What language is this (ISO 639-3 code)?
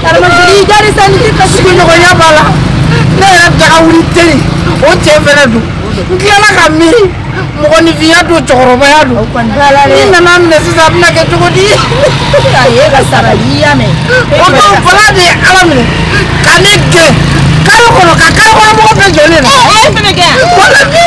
bam